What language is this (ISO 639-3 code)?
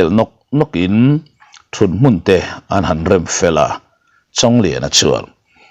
lus